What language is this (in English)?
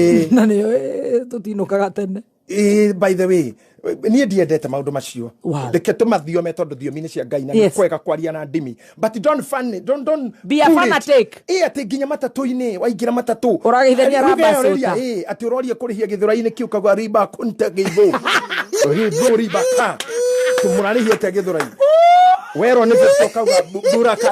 Kikuyu